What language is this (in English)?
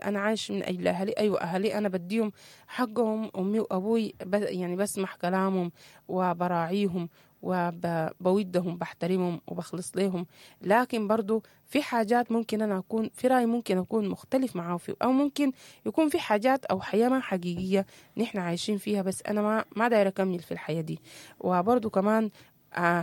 Sudanese Arabic